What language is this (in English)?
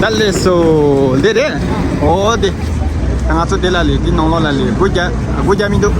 Tibetan